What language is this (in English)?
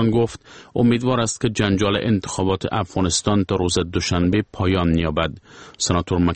Persian